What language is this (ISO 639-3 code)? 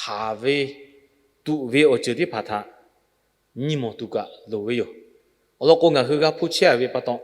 lhu